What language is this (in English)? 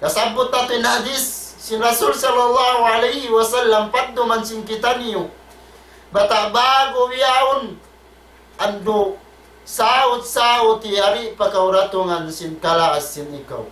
Tausug